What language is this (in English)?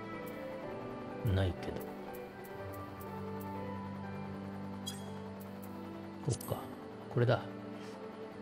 Japanese